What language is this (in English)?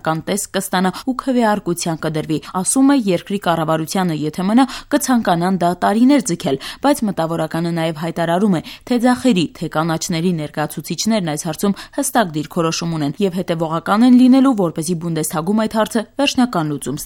Armenian